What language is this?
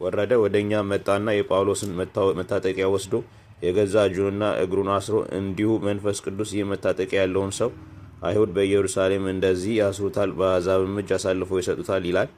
Amharic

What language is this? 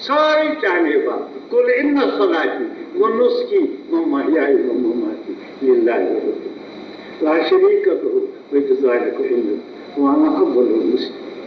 Kashmiri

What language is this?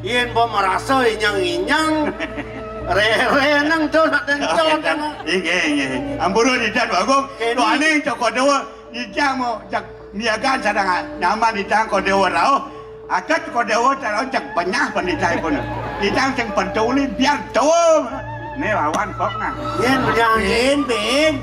Balinese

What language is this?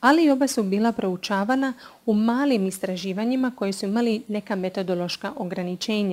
Croatian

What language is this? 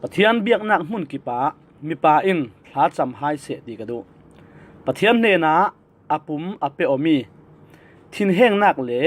Falam Chin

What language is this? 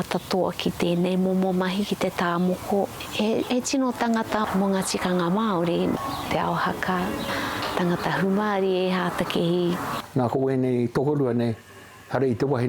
Māori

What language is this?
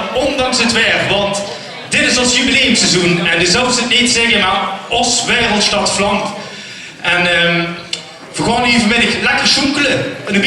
Limburgish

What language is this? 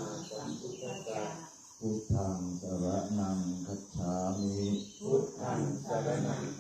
Pali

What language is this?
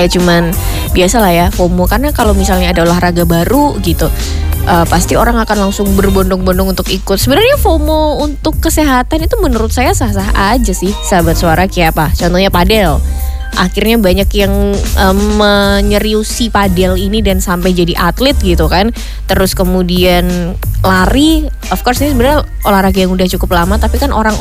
Indonesian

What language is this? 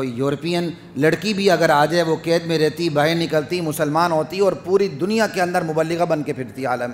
Urdu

